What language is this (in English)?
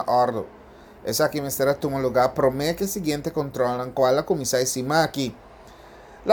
Papiamento